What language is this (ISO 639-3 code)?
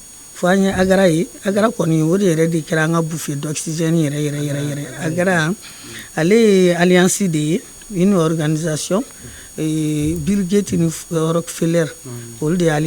bam